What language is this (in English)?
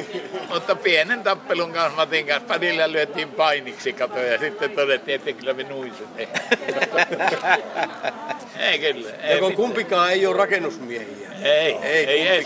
Finnish